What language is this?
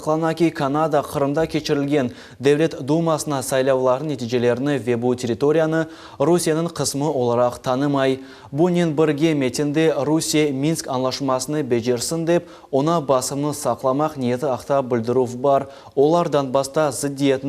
Crimean Tatar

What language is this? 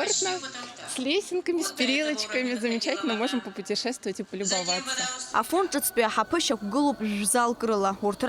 Abkhazian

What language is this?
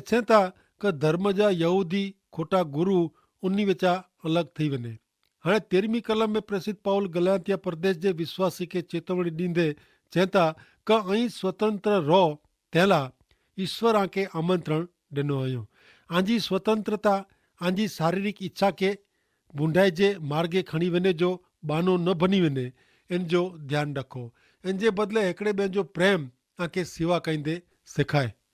Kachhi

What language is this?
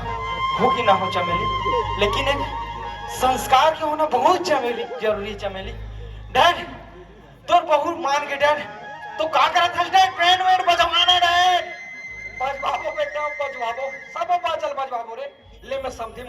Chhattisgarhi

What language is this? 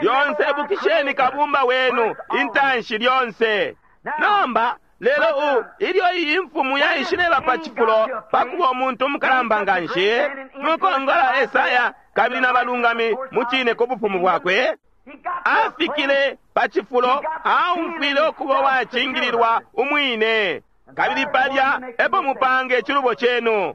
Bemba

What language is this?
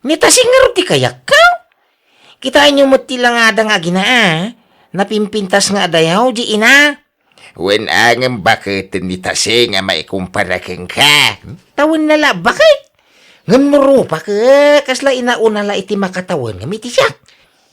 Iloko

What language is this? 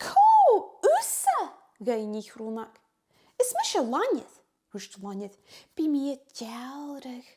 Scottish Gaelic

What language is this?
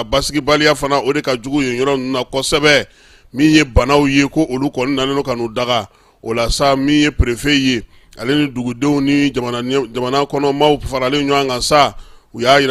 Bambara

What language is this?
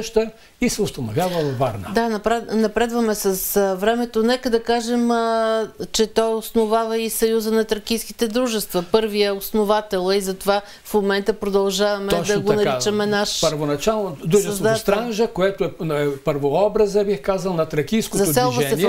Bulgarian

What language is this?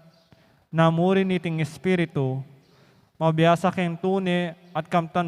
Pampanga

